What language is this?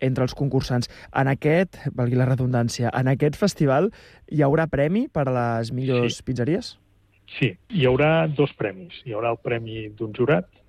Catalan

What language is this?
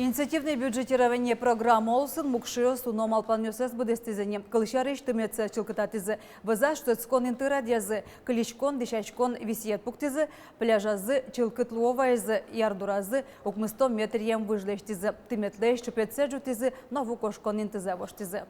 Udmurt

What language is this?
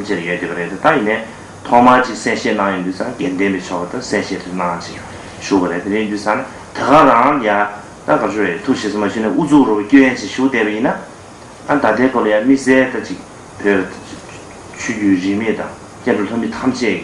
Tibetan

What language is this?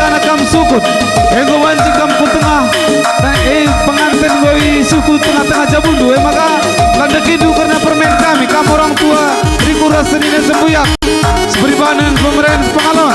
Batak Karo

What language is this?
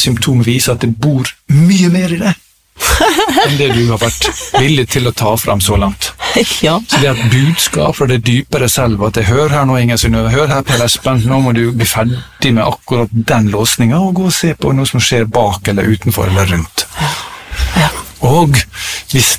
Norwegian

